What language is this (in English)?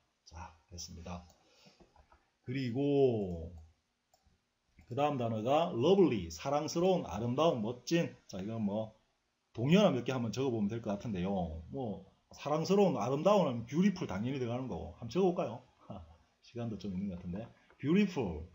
Korean